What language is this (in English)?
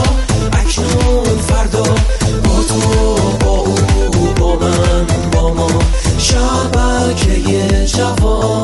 Persian